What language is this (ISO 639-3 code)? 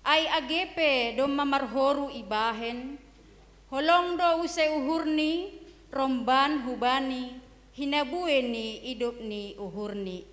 bts